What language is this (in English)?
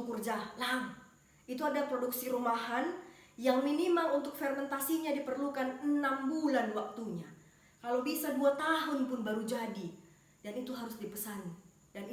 Batak Karo